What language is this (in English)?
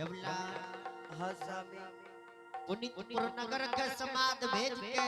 Angika